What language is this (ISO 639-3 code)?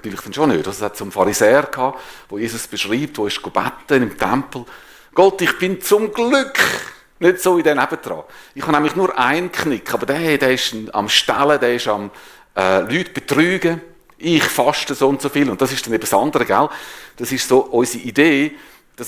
gsw